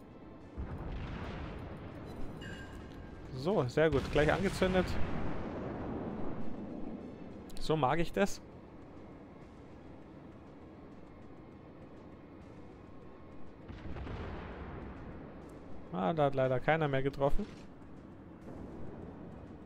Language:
German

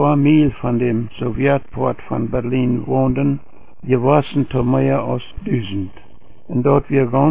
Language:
Plautdietsch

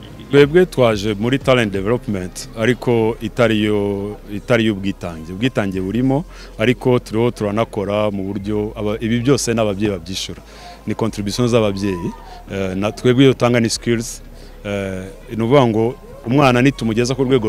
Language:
Kinyarwanda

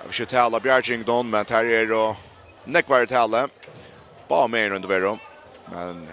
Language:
Faroese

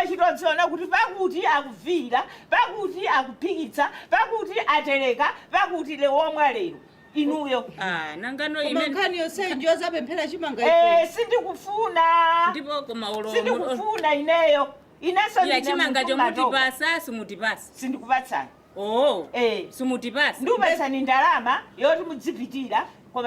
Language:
Nyanja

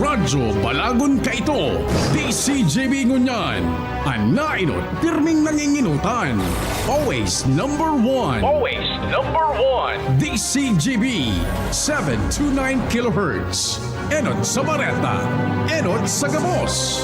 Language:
Bikol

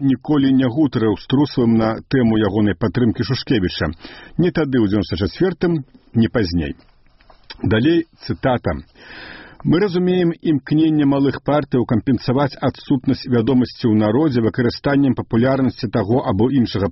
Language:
Belarusian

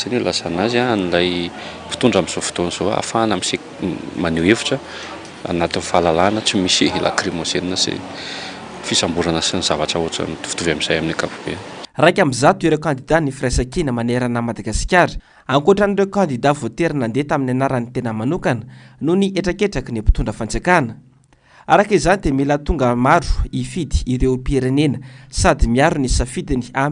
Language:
Malagasy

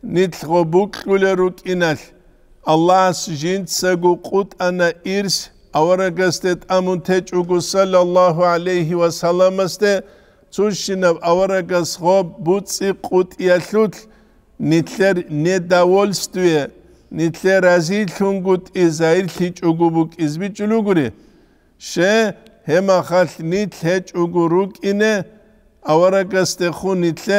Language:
Avaric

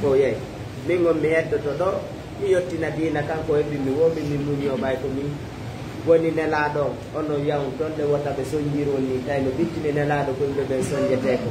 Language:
Fula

